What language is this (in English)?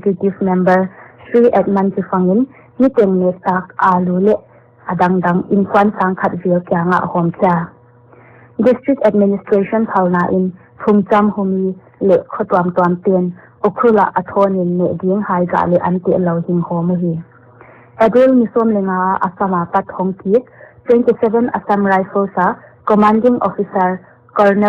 Paite Chin